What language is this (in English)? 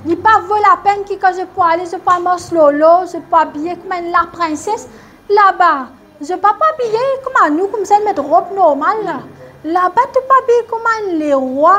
Morisyen